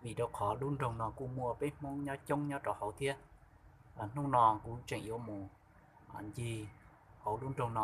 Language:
Hmong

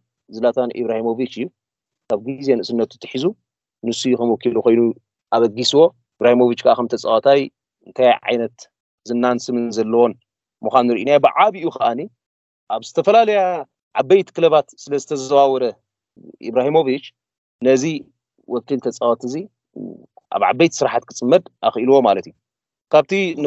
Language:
Tigrinya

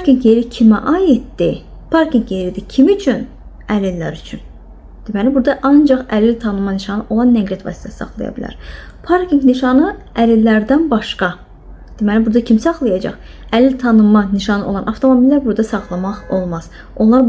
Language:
Azerbaijani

